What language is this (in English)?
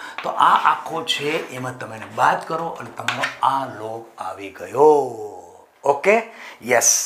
Gujarati